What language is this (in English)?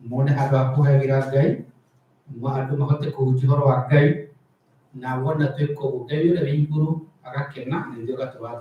Kikuyu